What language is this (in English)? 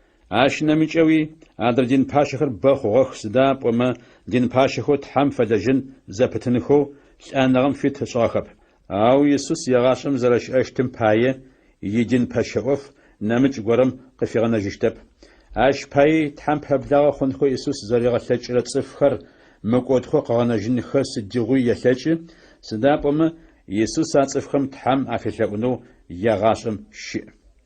Adyghe